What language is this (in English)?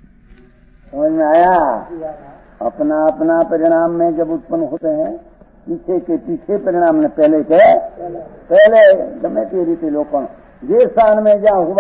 Hindi